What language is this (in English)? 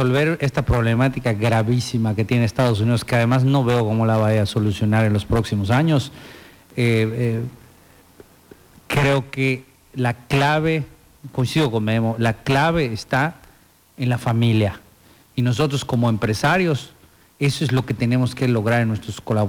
Spanish